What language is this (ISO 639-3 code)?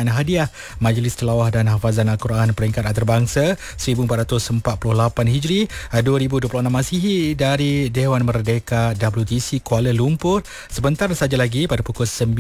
msa